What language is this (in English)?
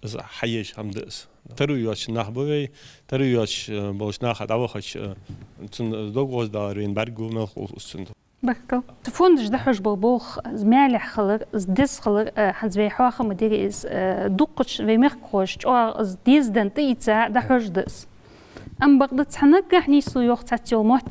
Ingush